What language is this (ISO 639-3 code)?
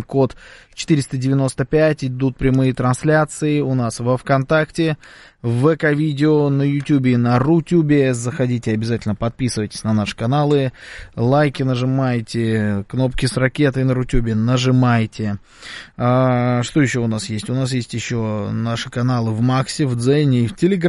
rus